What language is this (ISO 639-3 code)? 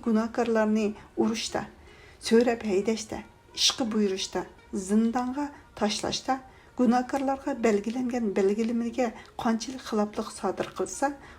uig